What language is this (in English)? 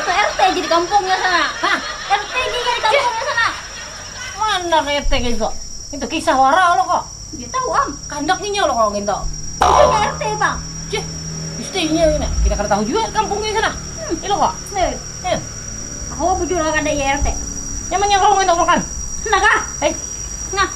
Banjar